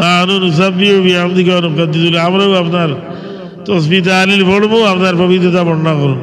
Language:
Sylheti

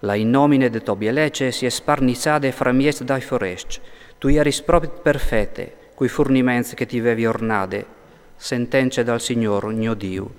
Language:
Friulian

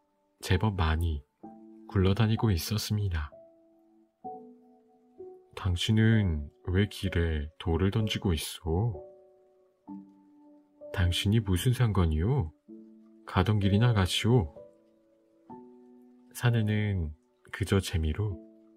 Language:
Korean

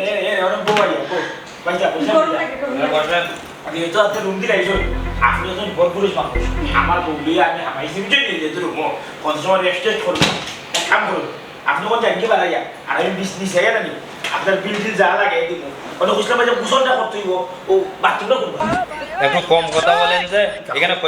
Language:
Sylheti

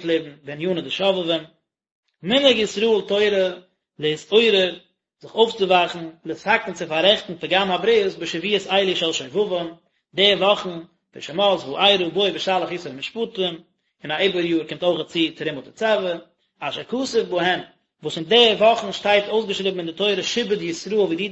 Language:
Yiddish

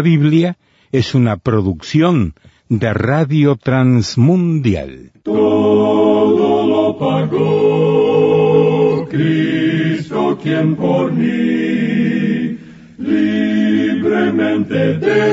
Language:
Spanish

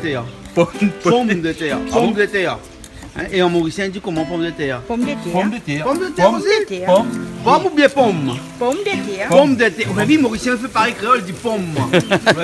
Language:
Réunion Creole French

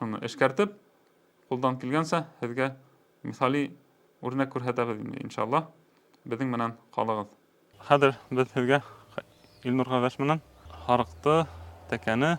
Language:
Bashkir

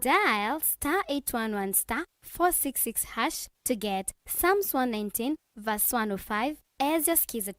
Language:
Kamba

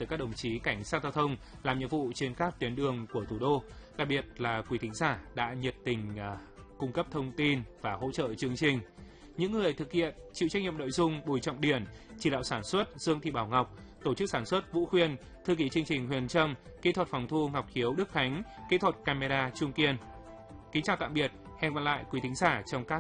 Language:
Vietnamese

